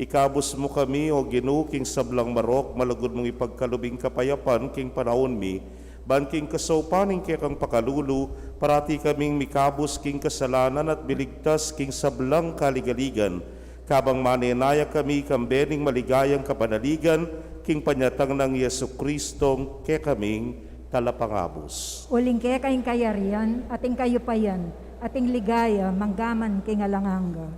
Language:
Pampanga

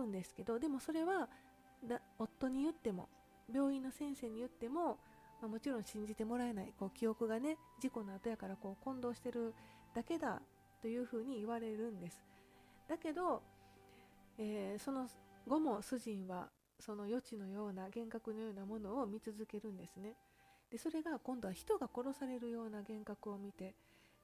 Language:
Japanese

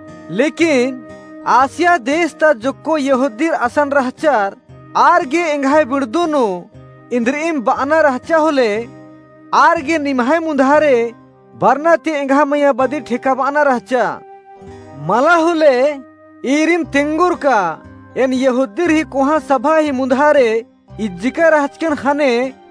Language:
Kurukh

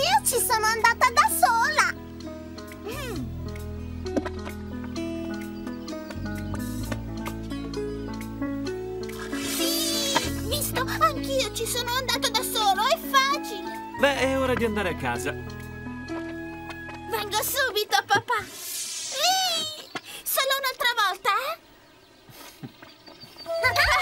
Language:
Italian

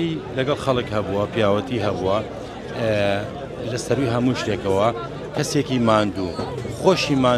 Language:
Central Kurdish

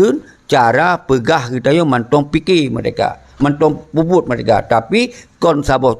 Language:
Achinese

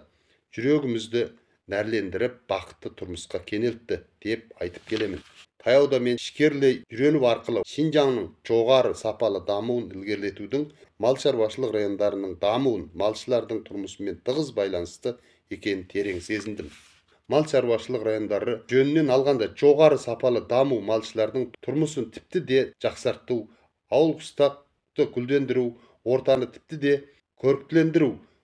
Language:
Kazakh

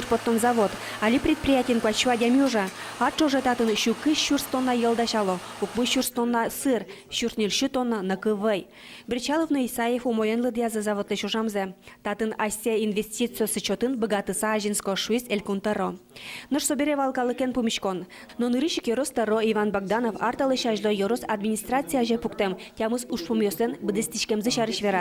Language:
Udmurt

